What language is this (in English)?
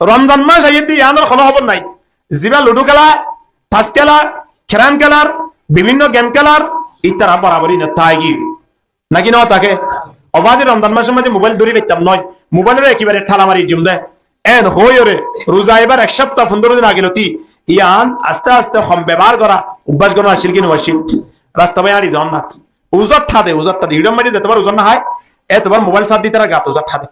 Rohingya